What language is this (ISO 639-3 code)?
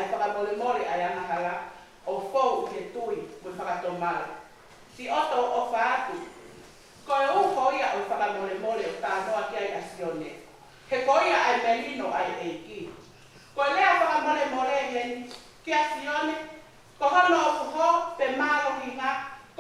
ton